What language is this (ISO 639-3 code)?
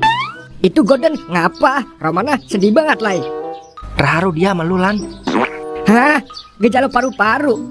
bew